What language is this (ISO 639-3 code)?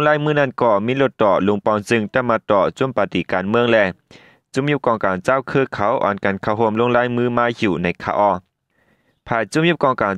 shn